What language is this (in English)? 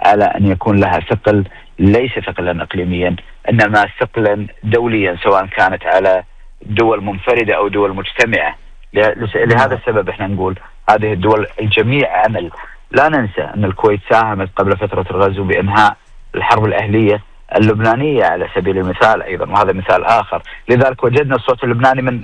Gulf Arabic